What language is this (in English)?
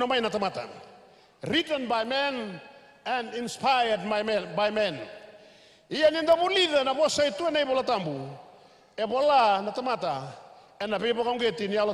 Fijian